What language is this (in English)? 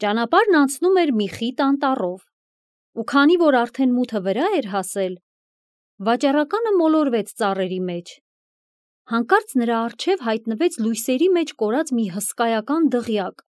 Armenian